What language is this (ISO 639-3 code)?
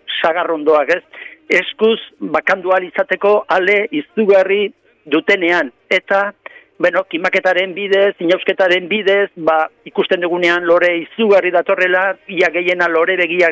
eus